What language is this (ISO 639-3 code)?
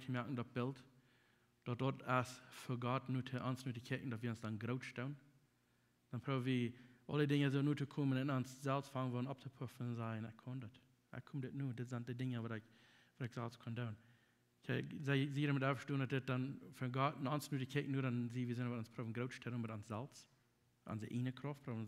pdt